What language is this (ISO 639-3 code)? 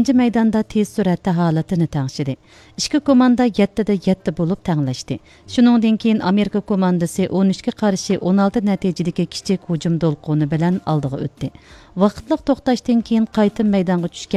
uig